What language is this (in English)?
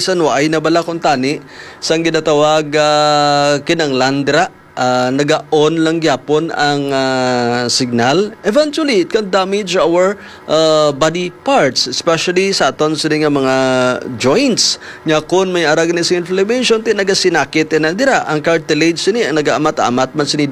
Hiligaynon